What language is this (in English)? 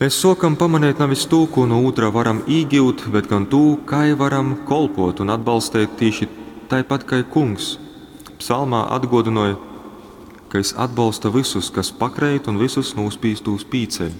Latgalian